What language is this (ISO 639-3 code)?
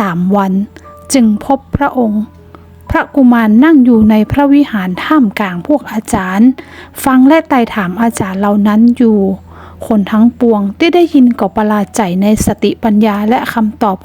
nod